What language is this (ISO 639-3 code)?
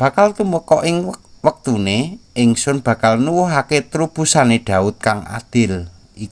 jav